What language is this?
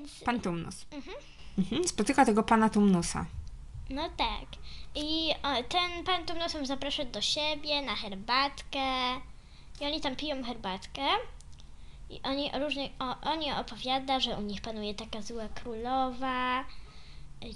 Polish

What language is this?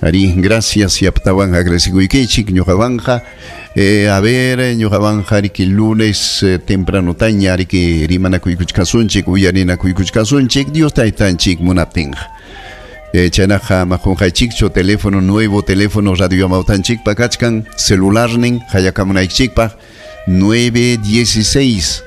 Ayacucho Quechua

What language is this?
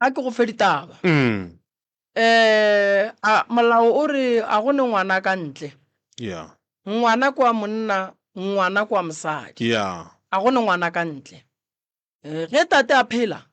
Northern Sotho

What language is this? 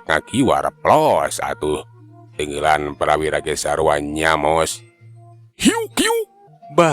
Sundanese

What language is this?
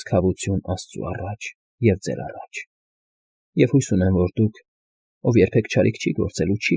Armenian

